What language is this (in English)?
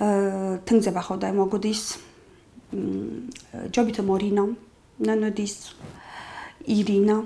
Ossetic